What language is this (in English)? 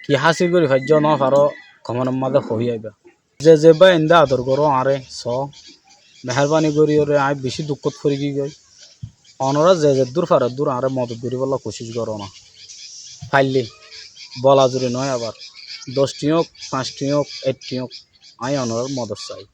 Rohingya